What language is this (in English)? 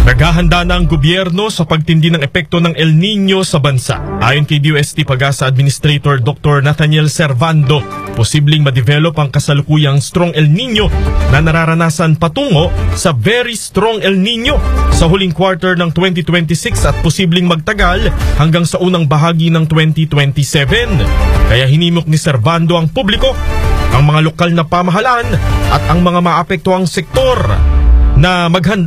Filipino